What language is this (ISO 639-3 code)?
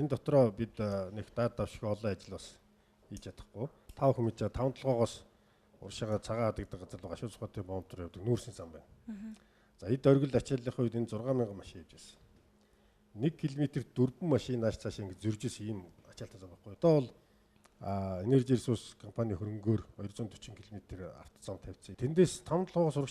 mon